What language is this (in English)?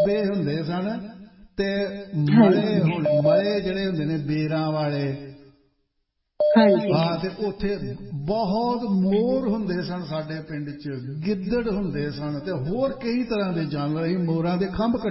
Punjabi